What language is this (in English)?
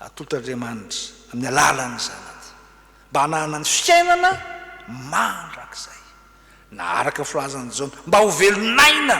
Malagasy